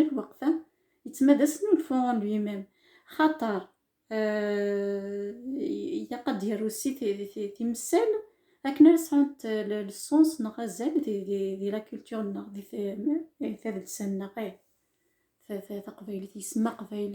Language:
Kabyle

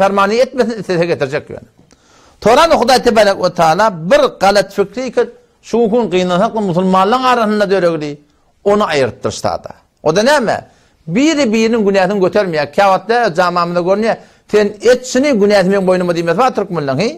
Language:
Turkmen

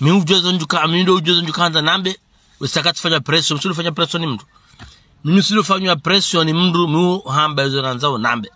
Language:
Ngazidja Comorian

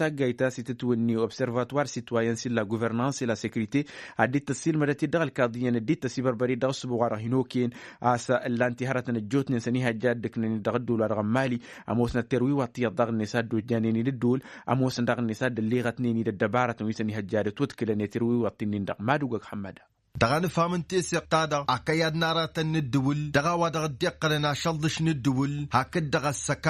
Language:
Tamasheq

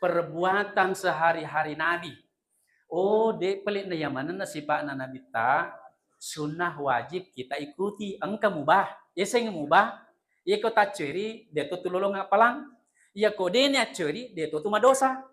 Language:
Buginese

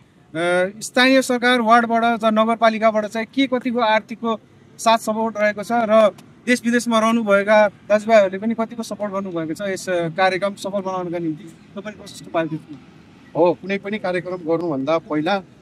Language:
Nepali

